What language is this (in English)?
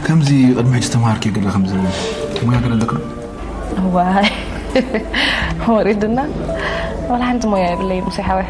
Tigrinya